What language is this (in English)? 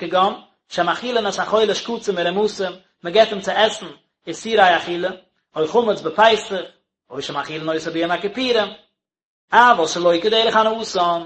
Yiddish